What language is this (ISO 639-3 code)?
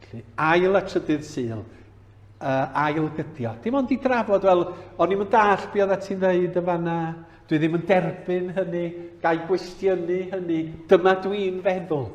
cym